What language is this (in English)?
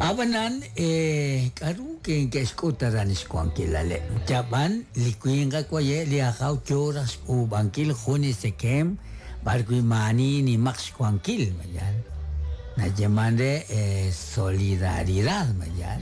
Kekchí